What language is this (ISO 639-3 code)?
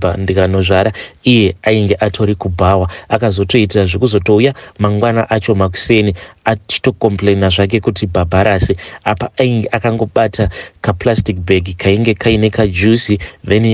sna